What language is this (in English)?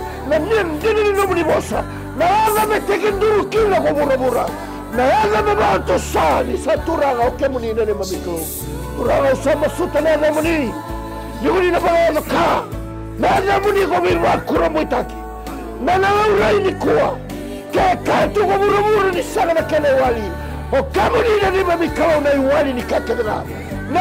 Fijian